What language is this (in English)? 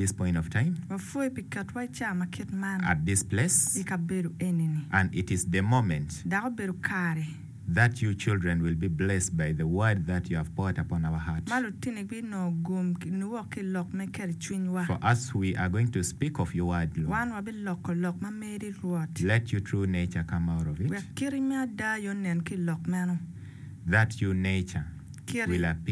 Acoli